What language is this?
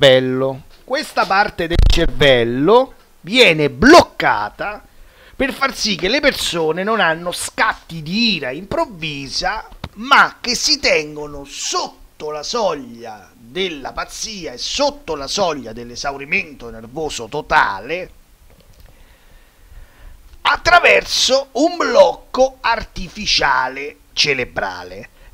Italian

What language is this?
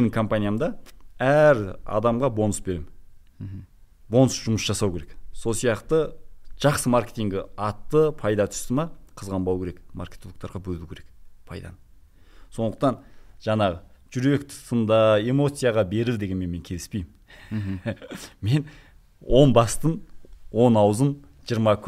Kazakh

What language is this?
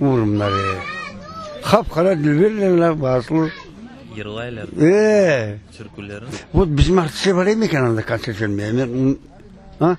Crimean Tatar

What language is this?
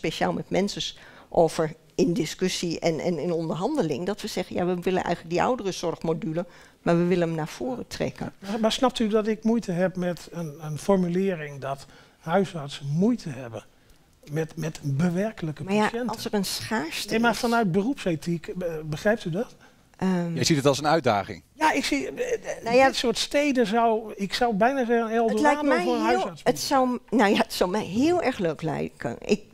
Dutch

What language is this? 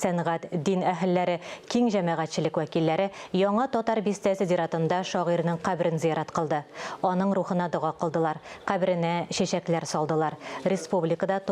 Tatar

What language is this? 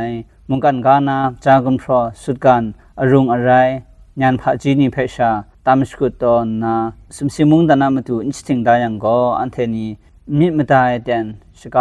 Kachin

